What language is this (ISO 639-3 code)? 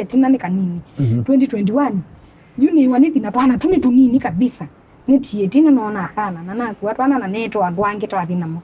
kam